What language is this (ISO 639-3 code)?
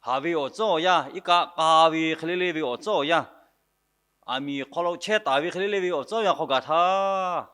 lhu